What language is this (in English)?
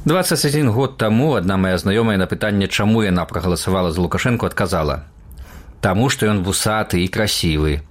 Belarusian